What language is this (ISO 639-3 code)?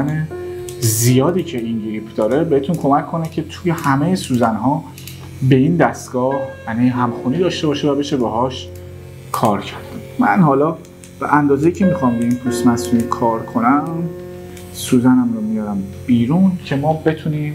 fas